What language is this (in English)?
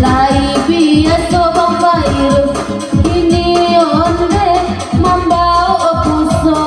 Minangkabau